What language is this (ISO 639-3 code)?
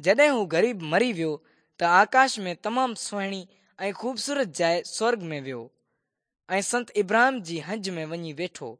snd